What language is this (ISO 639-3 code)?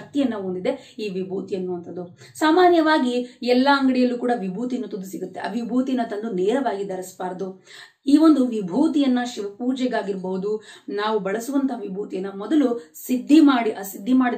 kan